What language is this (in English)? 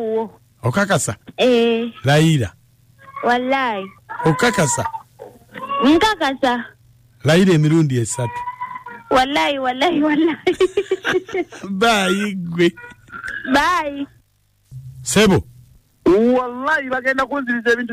Ganda